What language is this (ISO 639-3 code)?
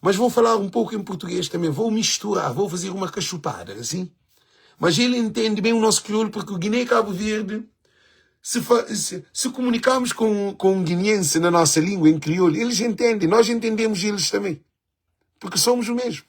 kea